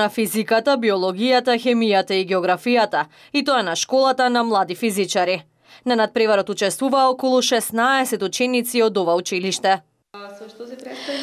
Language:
Macedonian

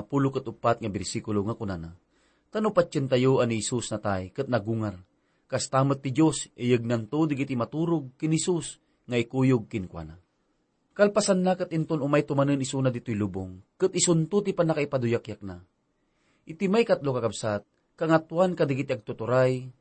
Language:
Iloko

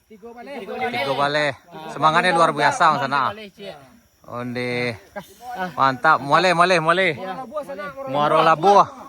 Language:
Minangkabau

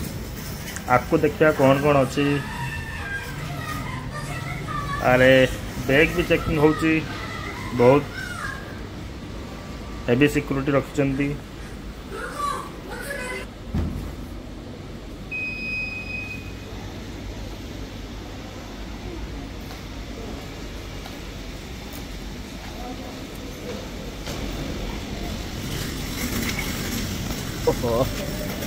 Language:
Odia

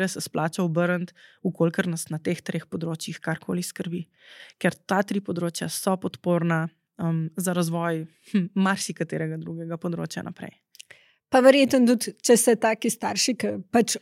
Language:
Slovenian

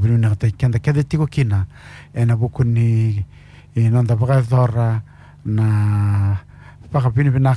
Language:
Fijian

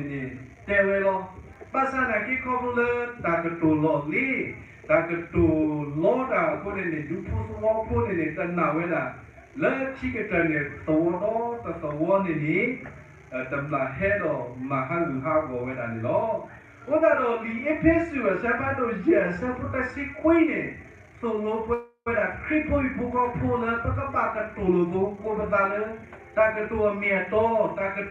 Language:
S'gaw Karen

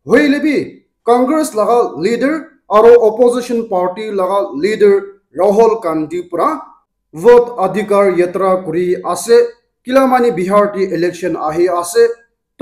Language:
Naga Pidgin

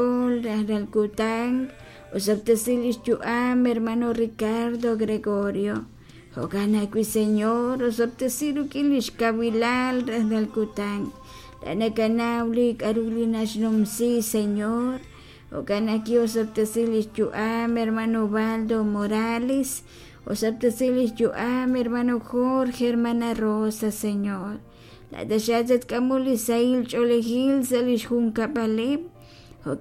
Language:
Kekchí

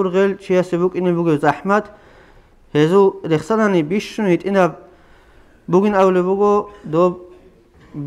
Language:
Avaric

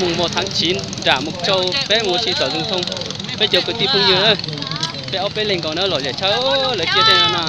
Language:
Hmong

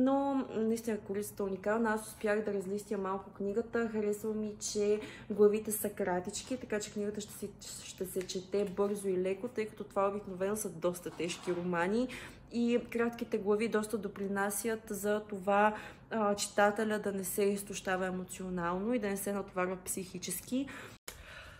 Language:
Bulgarian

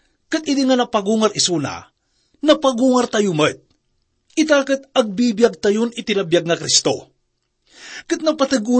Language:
Iloko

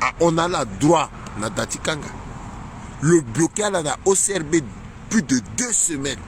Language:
Sango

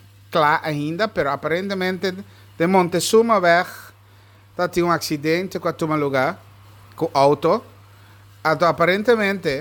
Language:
Papiamento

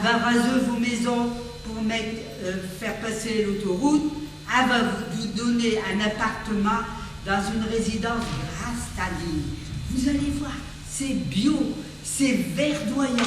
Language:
Picard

